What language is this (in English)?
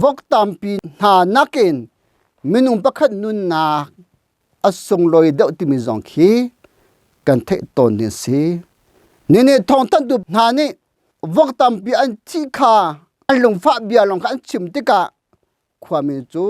Hakha Chin